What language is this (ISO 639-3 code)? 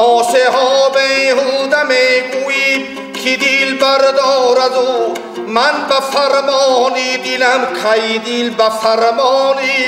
tgk